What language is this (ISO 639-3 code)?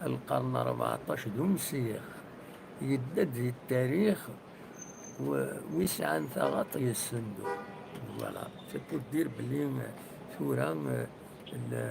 kab